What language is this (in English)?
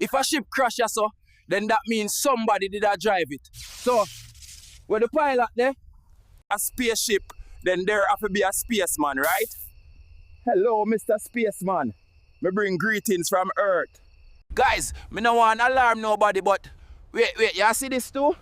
Jamaican Creole English